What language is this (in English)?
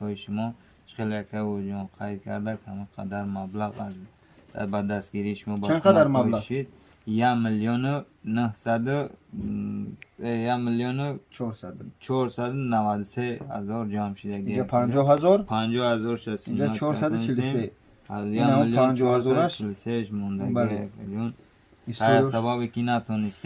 Tajik